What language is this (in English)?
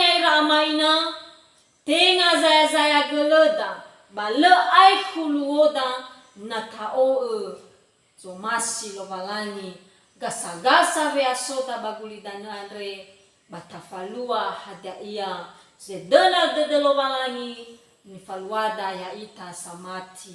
Nias